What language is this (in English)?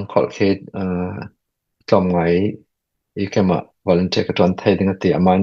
Falam Chin